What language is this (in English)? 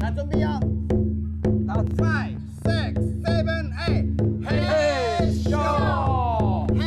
Min Nan Chinese